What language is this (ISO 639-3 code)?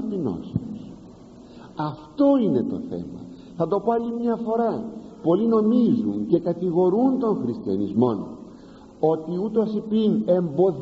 ell